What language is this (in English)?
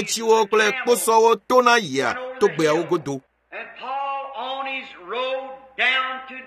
Ewe